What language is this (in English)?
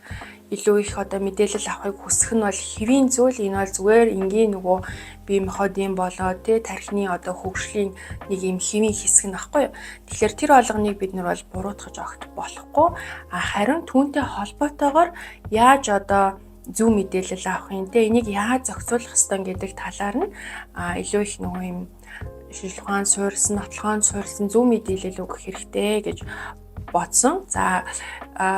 Mongolian